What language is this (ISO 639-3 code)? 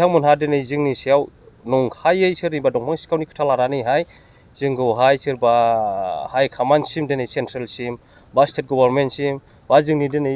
brx